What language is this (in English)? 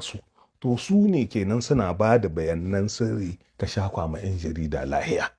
Hausa